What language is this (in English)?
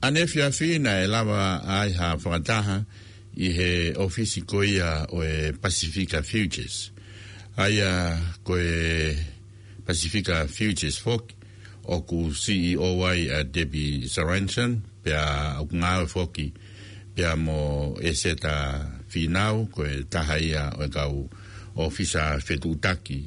Tongan